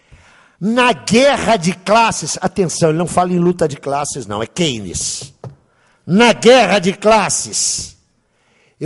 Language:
Portuguese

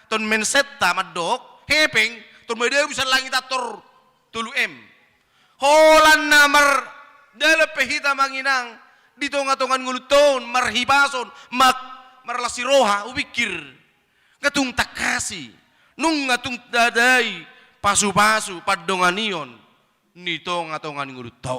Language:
Batak Toba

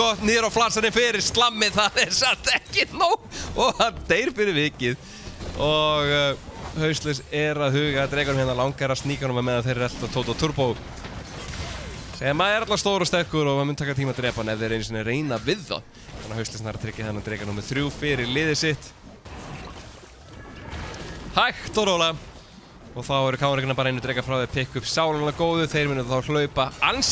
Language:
Icelandic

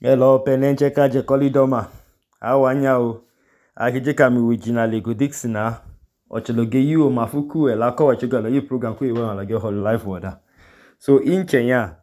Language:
Idoma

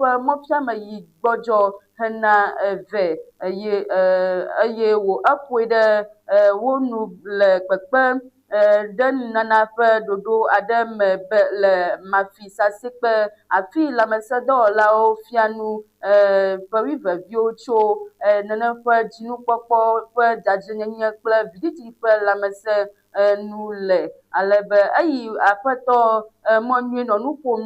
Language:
Ewe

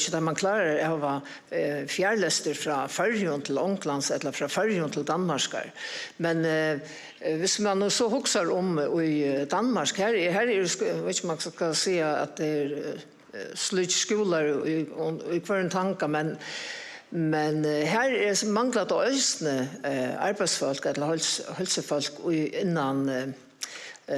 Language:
Faroese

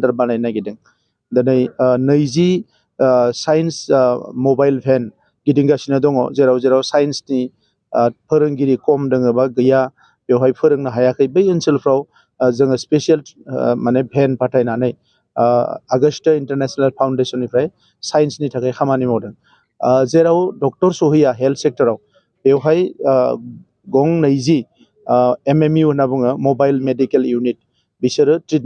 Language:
Bodo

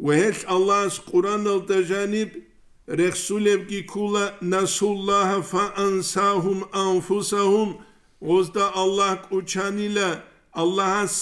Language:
Avaric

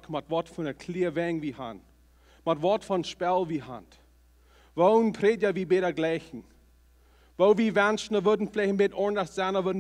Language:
Plautdietsch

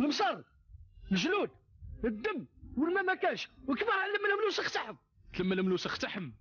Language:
Algerian Arabic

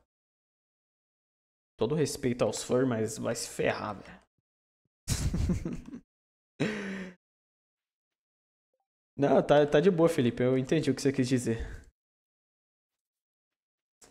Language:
Portuguese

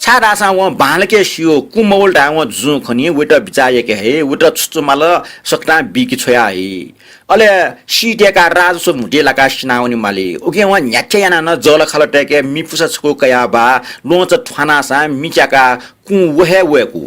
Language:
Newari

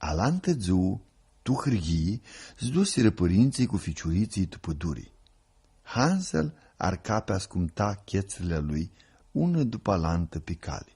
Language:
Aromanian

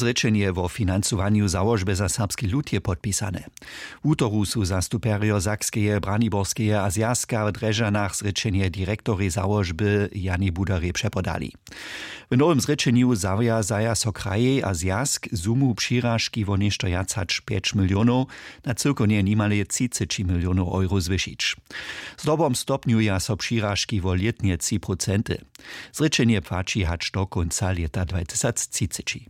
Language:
Upper Sorbian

